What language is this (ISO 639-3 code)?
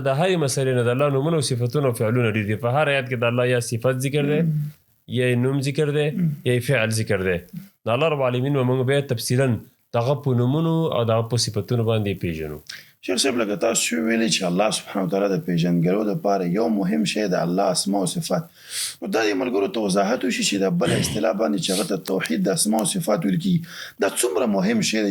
pus